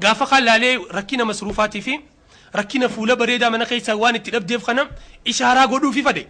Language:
Oromo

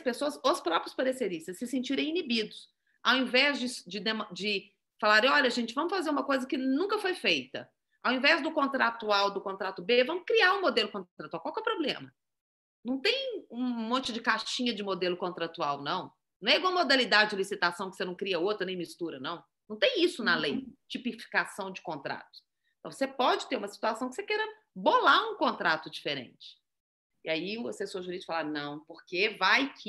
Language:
Portuguese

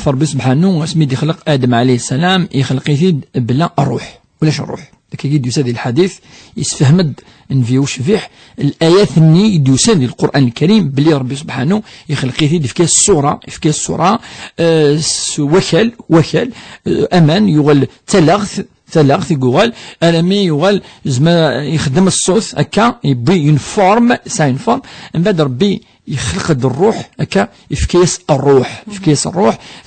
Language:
Kabyle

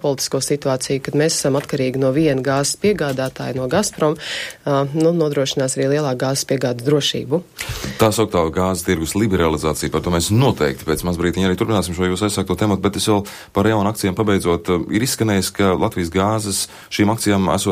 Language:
Latvian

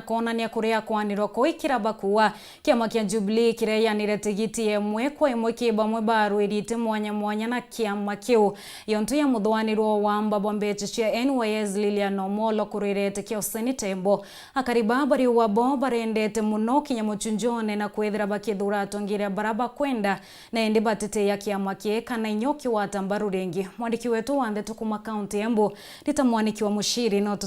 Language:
Meru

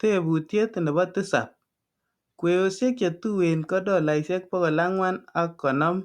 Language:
Kalenjin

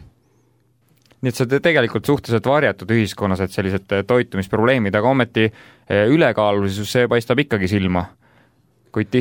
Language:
Estonian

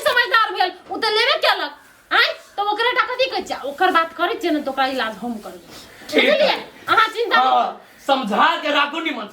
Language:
Maithili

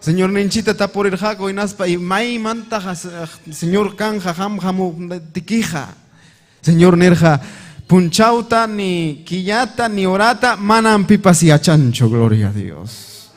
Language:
Ayacucho Quechua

